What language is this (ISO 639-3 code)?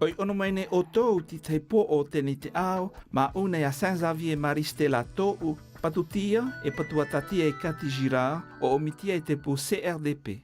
tah